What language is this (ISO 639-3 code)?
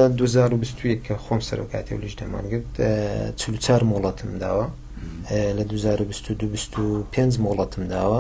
ckb